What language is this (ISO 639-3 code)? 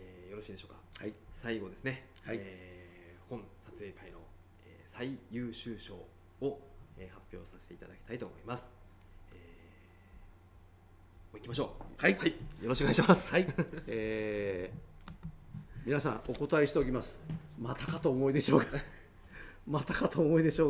jpn